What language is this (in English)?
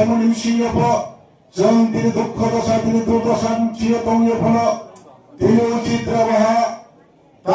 Riang (India)